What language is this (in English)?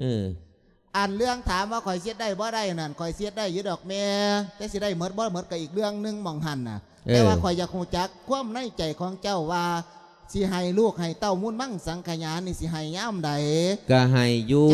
Lao